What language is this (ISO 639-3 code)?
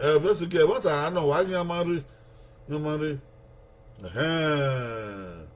bin